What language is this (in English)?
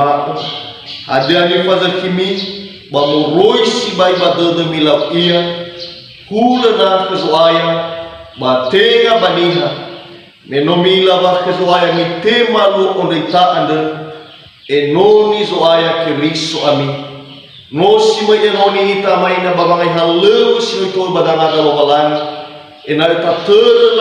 Nias